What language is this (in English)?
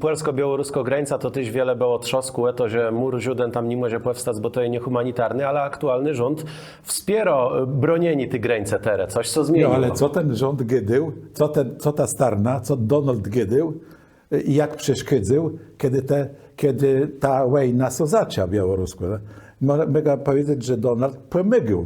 Kashubian